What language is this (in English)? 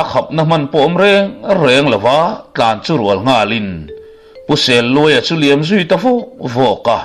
Mizo